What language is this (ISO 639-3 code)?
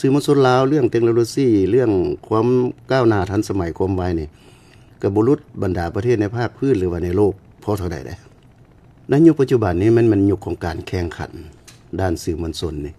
lao